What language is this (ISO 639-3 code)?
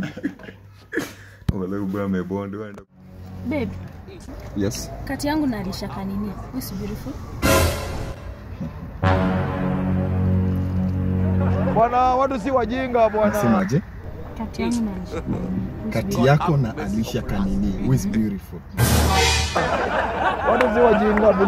swa